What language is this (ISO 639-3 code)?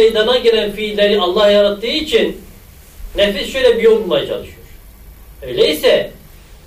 tur